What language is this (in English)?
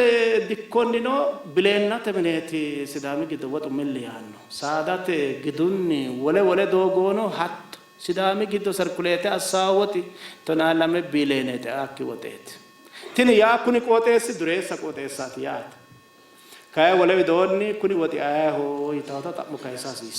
Sidamo